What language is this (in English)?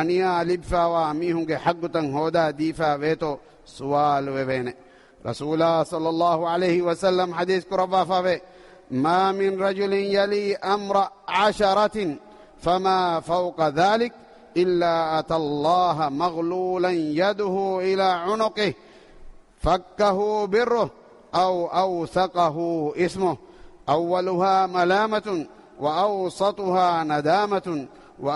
Divehi